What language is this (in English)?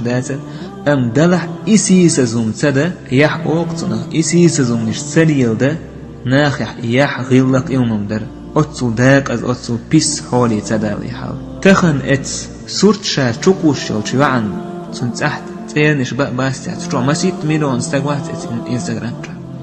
Chechen